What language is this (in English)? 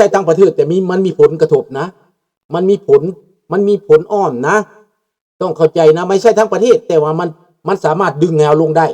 Lao